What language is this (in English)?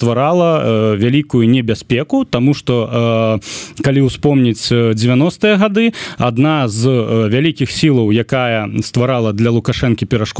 Belarusian